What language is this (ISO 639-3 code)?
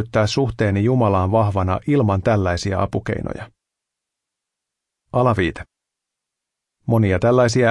fin